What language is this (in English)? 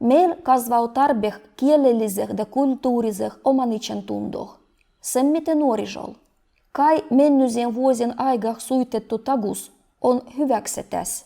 Livvi